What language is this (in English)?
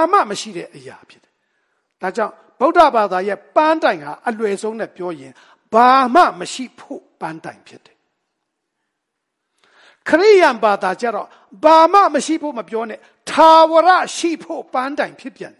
Burmese